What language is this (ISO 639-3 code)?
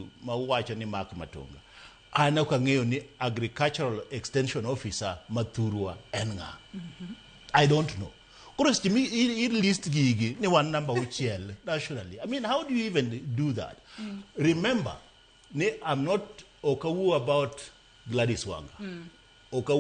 luo